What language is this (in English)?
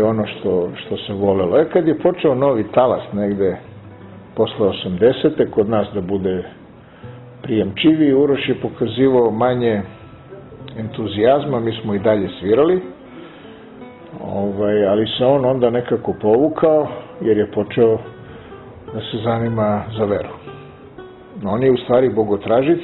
Serbian